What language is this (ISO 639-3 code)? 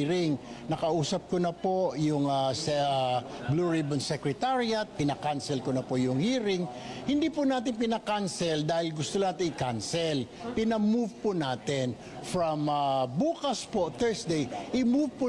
fil